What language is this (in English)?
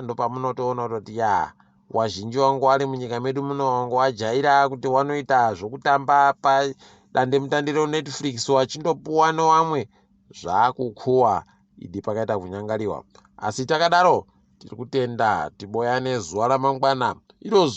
Ndau